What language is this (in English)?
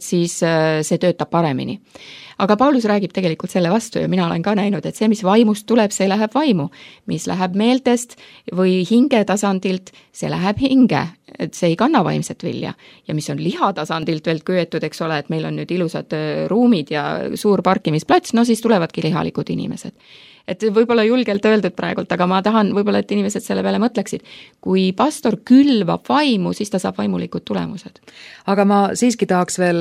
Estonian